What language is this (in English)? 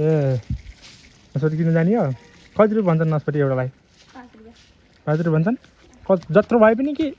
Nepali